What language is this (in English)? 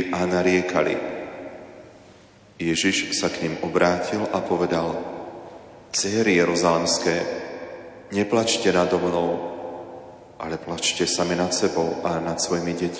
Slovak